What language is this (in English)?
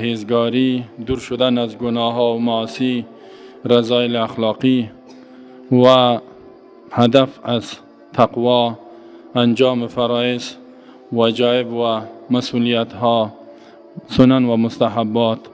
Persian